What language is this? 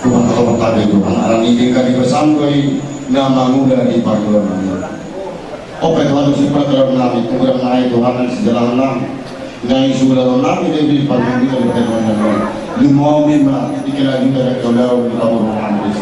Batak Toba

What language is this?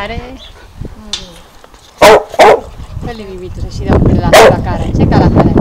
Catalan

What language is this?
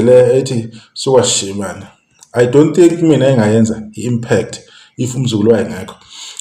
Zulu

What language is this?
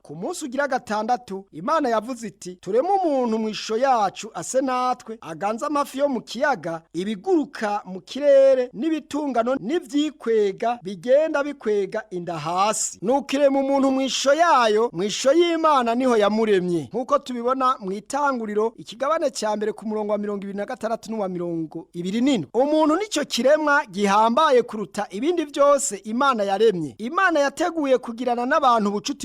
Rundi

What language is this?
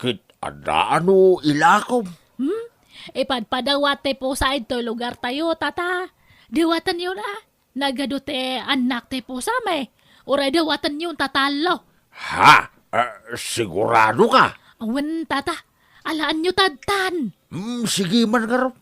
Iloko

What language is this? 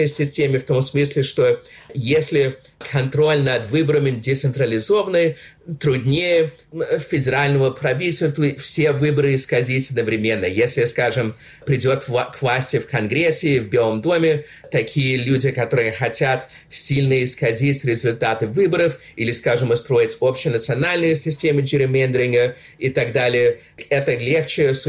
Russian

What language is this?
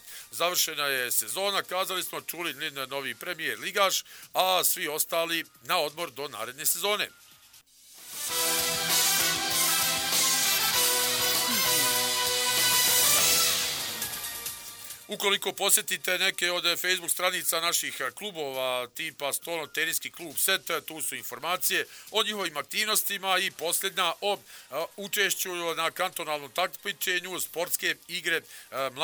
Bosnian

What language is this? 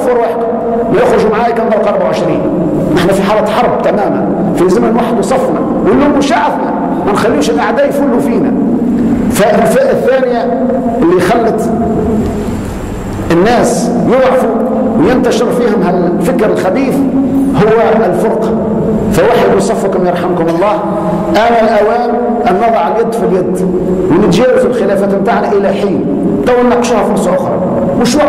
Tunisian Arabic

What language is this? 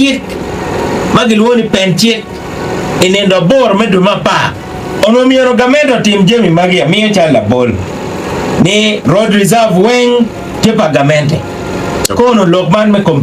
Acoli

